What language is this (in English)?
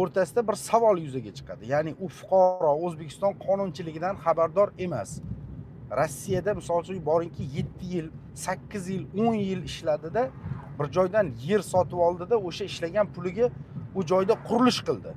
Uzbek